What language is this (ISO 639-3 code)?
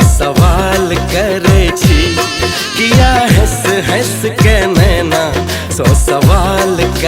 mai